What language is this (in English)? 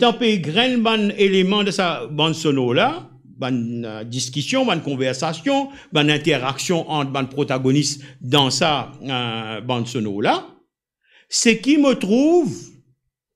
Morisyen